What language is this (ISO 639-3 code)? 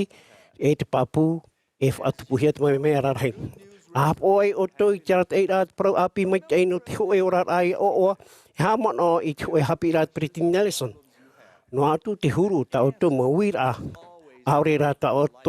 tah